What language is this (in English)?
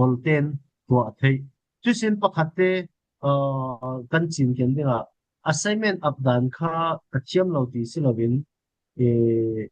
Falam Chin